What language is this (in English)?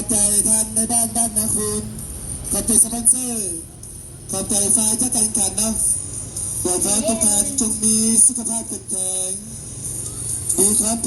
Lao